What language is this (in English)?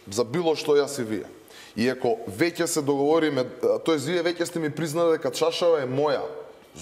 Macedonian